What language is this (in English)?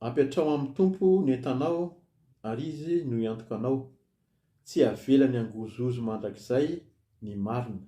Malagasy